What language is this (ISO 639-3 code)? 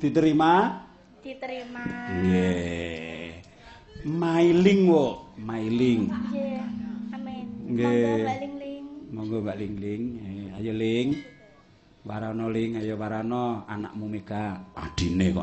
jav